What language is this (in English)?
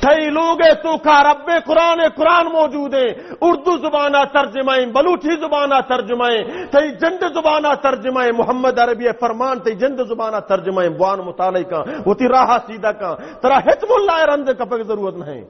Baluchi